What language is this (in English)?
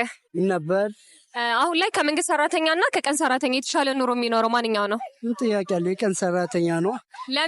Amharic